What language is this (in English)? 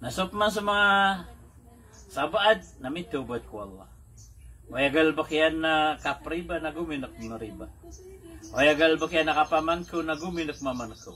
Maranao